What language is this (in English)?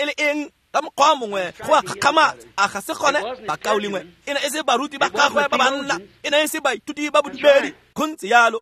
Tswana